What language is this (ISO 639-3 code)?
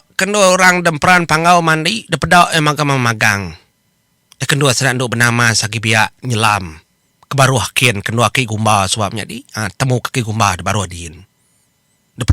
iba